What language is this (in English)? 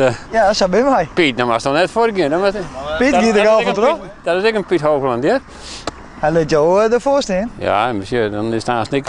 Western Frisian